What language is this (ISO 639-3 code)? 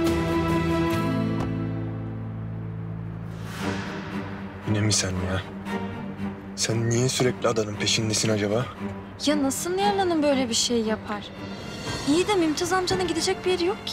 tur